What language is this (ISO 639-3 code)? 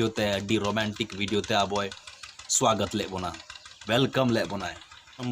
sat